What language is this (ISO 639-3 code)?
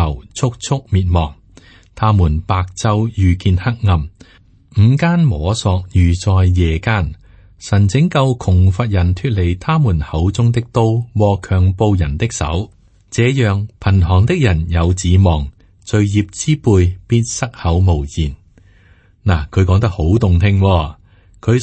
yue